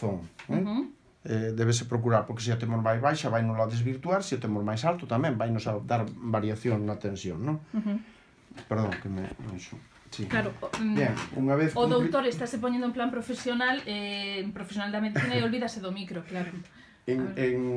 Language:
Galician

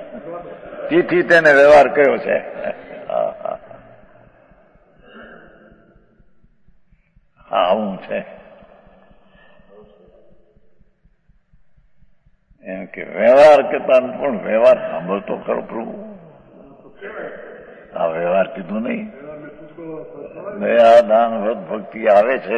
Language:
Gujarati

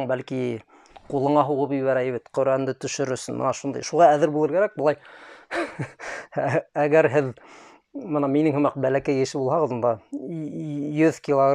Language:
Bashkir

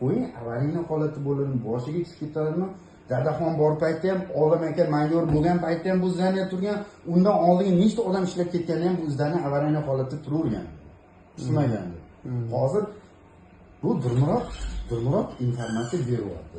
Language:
Uzbek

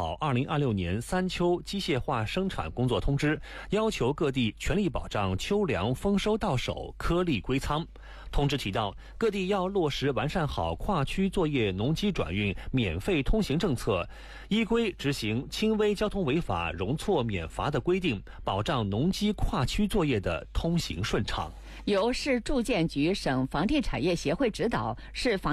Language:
Chinese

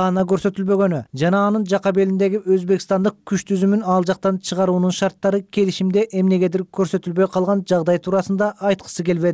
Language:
Kyrgyz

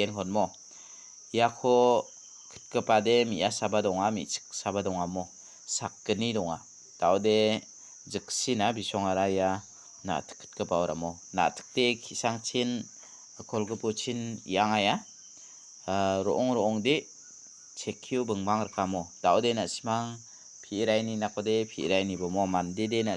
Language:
Garo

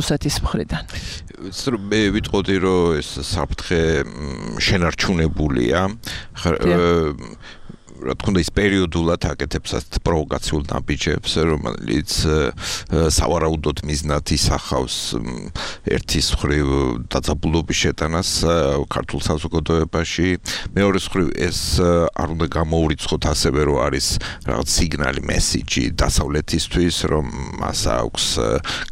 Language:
Georgian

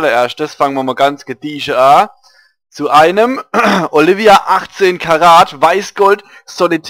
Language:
Palatine German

